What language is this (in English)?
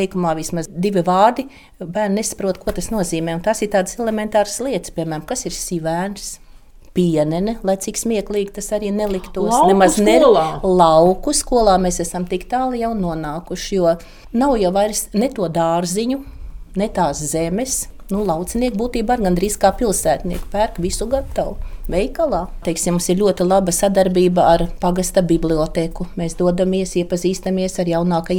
Latvian